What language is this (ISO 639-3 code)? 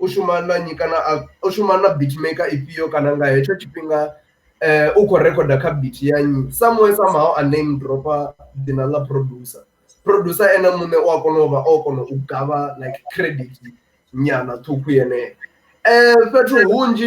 ven